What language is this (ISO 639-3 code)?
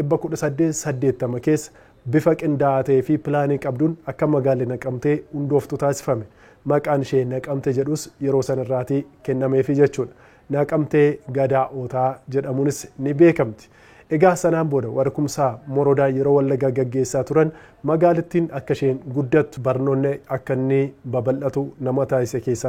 orm